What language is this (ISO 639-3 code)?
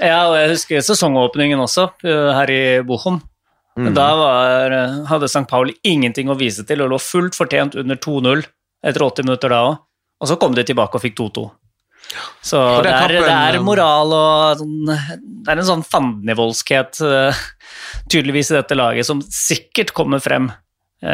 nor